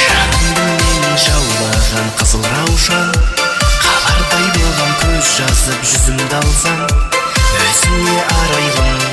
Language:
Kara-Kalpak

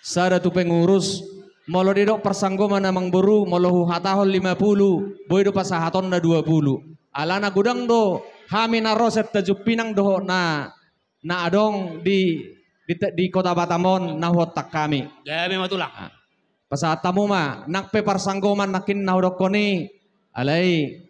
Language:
Batak Toba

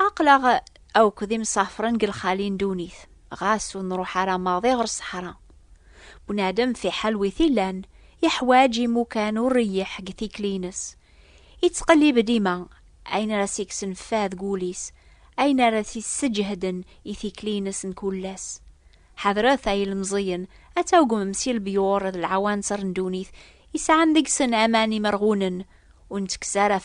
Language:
Kabyle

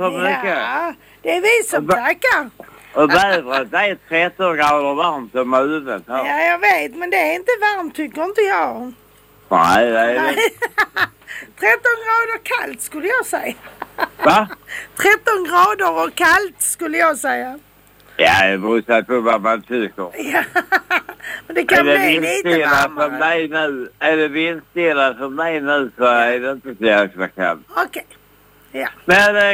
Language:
Swedish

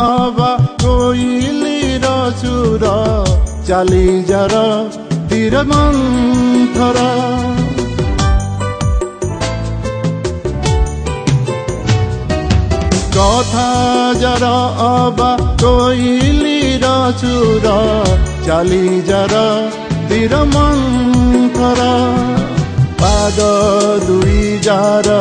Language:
Odia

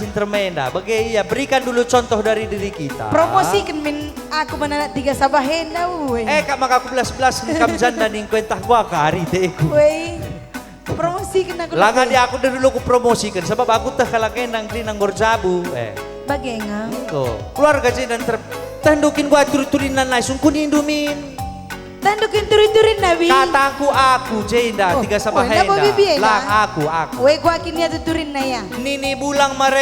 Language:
Batak Karo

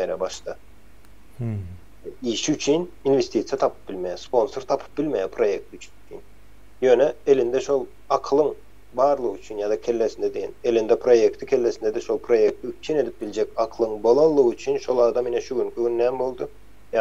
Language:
Turkmen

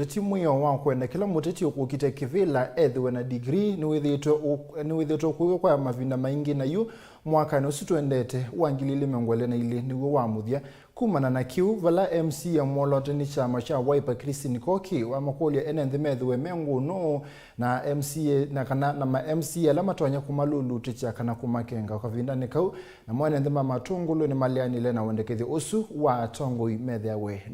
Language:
Kamba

